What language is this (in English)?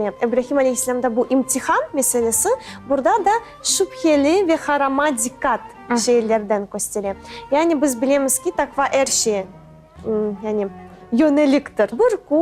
Crimean Tatar